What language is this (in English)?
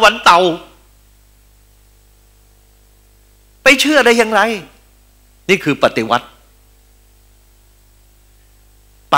Thai